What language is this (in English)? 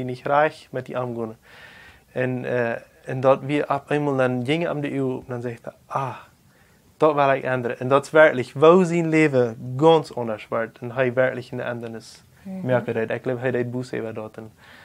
Plautdietsch